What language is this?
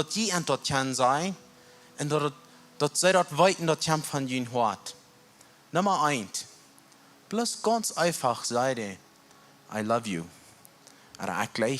Plautdietsch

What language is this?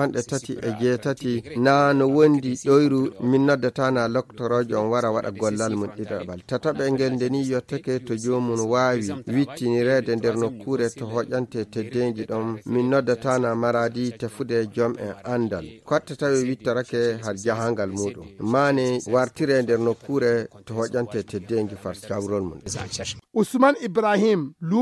Fula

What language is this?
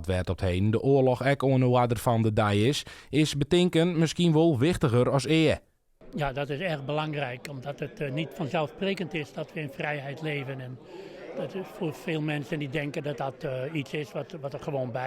Western Frisian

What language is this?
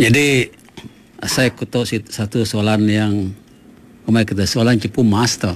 Iban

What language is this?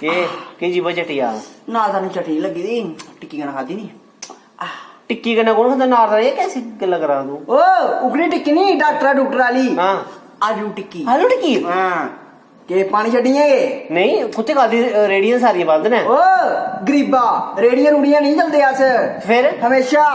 Dogri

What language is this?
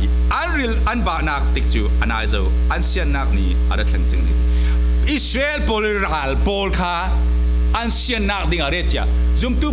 Falam Chin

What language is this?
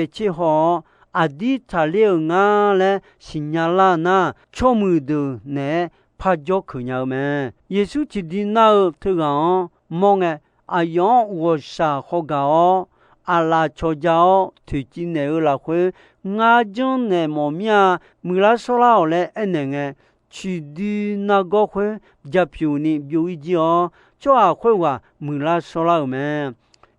Akha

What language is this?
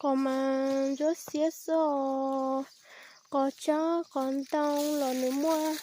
Hmong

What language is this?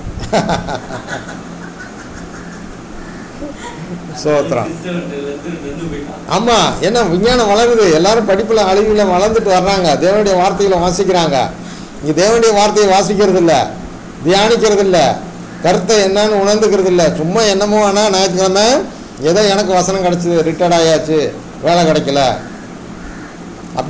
Tamil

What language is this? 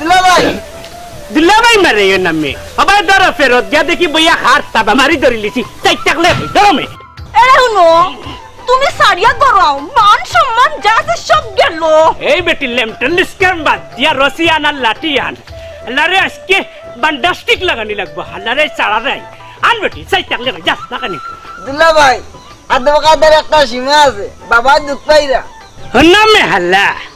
Sylheti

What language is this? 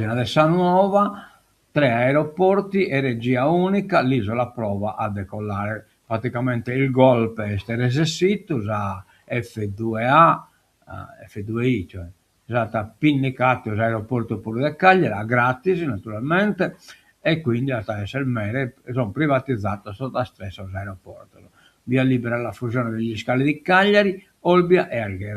Sardinian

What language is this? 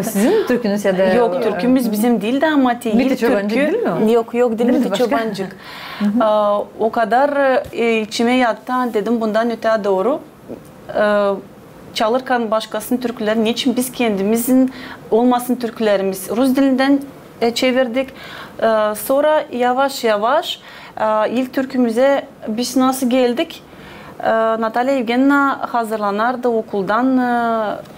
Gagauz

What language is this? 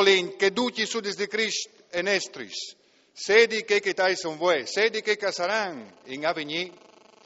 Friulian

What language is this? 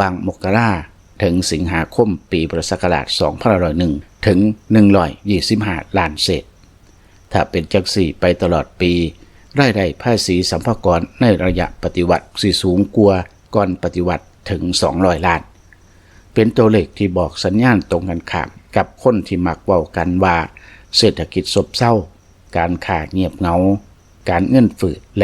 Lao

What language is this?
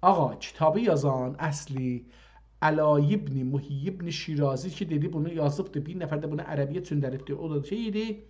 South Azerbaijani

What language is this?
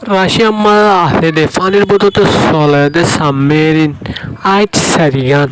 Rohingya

